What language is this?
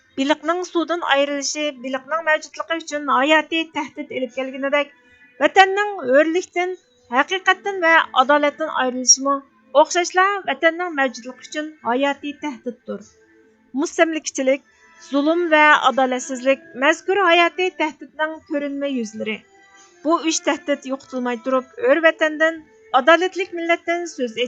Uyghur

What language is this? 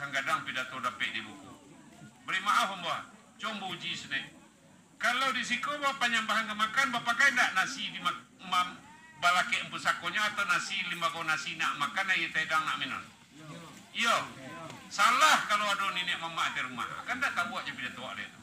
Minangkabau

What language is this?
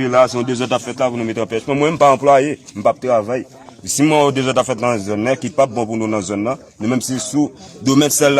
Haitian Creole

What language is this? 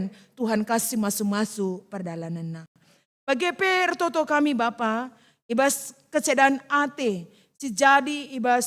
Batak Karo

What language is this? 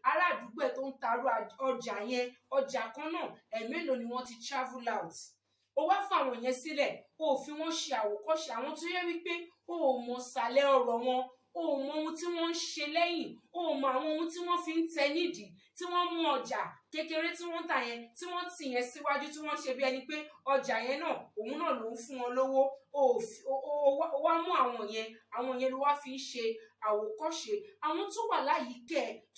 Yoruba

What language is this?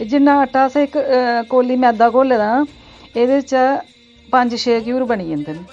Dogri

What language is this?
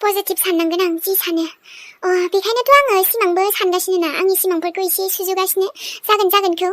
Bodo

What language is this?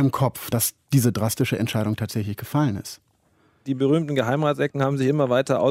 German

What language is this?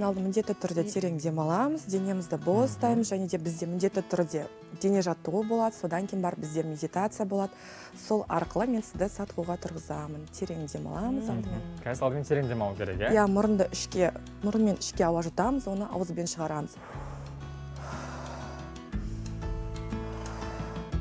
Kazakh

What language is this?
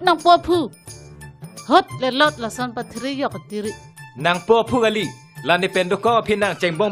Karbi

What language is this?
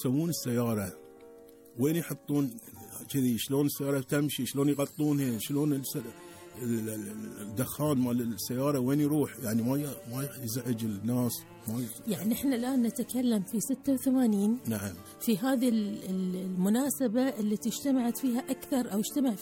Gulf Arabic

